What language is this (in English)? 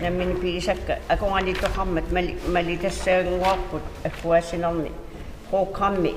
Kalaallisut